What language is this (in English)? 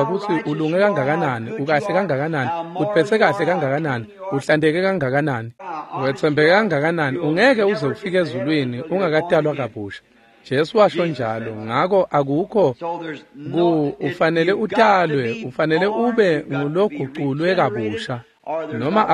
Swati